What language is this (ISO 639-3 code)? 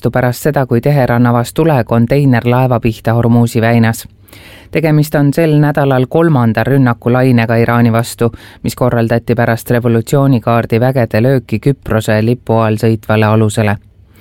est